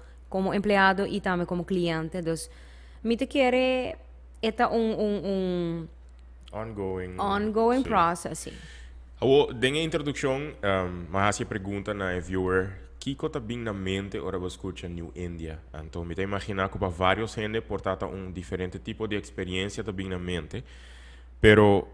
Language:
Papiamento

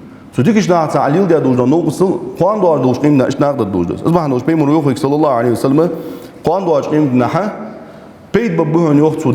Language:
Ingush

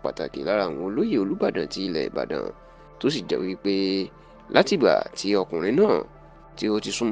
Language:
Yoruba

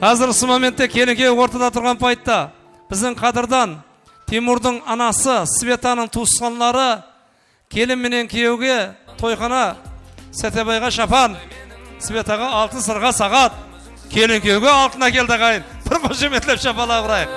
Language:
Kara-Kalpak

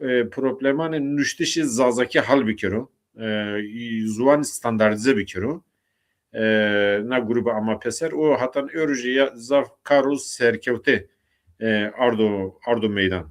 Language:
Zaza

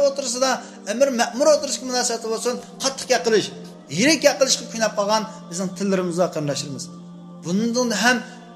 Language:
Uyghur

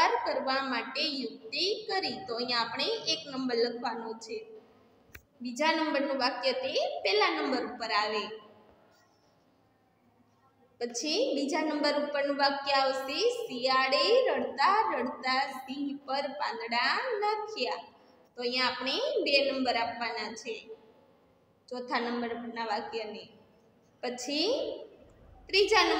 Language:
Gujarati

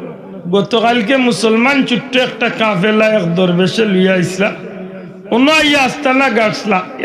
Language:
Sylheti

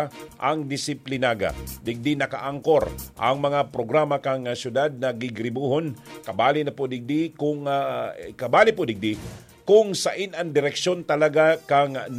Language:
Bikol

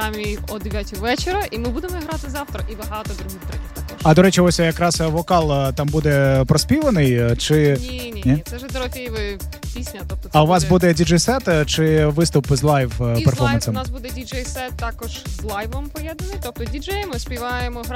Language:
Ukrainian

